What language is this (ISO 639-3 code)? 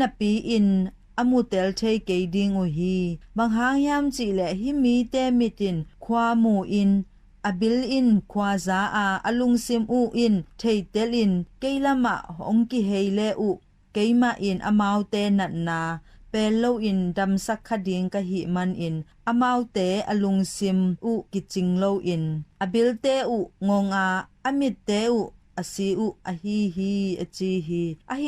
ctd